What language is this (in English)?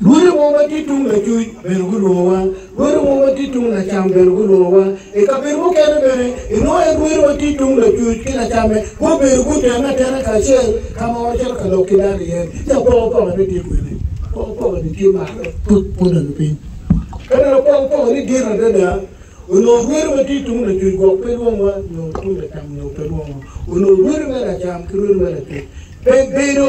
Acoli